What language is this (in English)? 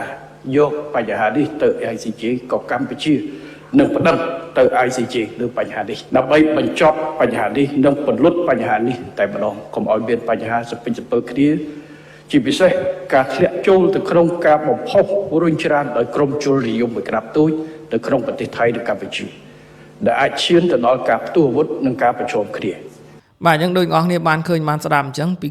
Khmer